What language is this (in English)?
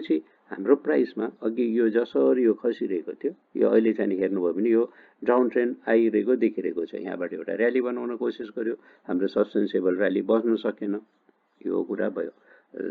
Nepali